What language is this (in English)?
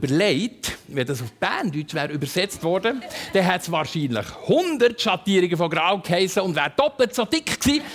Swiss German